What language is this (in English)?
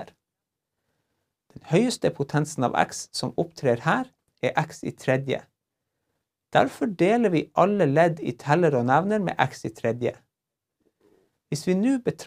Norwegian